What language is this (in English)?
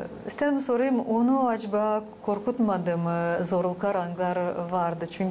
Gagauz